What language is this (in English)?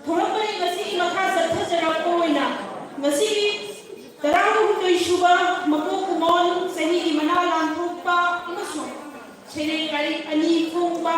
Manipuri